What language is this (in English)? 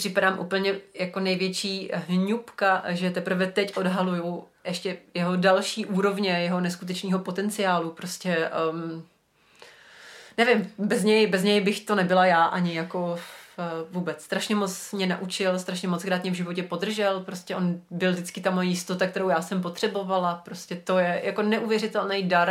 Czech